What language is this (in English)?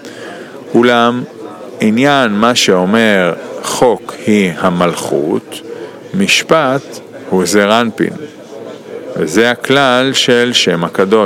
Hebrew